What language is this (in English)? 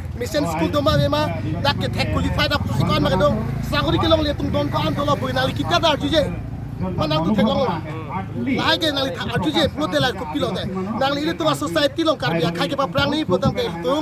Karbi